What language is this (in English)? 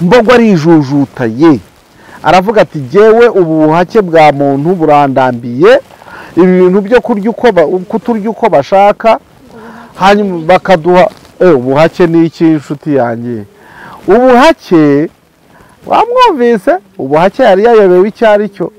Kinyarwanda